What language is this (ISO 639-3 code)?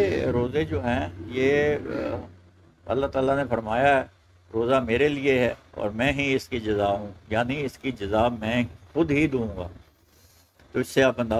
urd